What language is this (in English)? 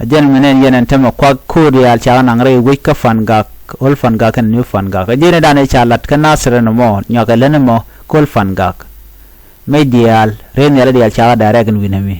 Nuer